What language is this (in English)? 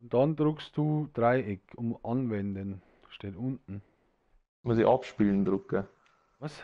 Bavarian